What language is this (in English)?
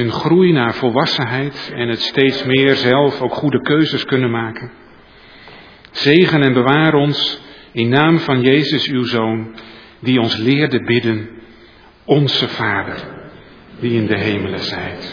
Dutch